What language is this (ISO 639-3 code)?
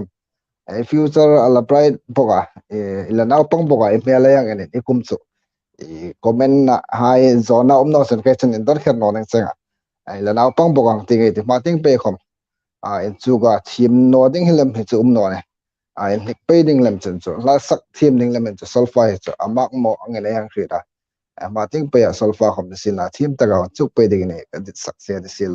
hmr